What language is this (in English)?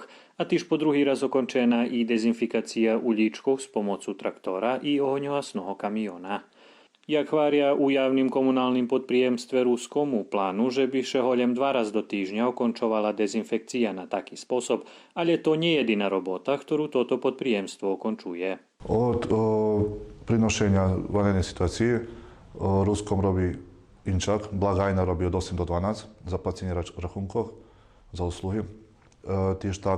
Rusyn